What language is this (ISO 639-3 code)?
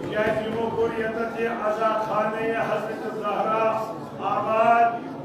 kas